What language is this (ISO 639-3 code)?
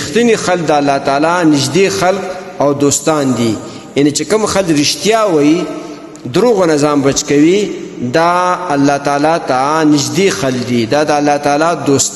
pus